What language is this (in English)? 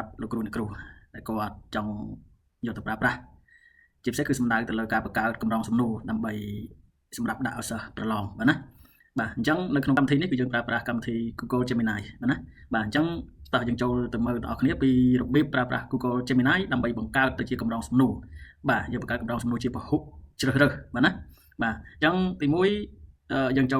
Khmer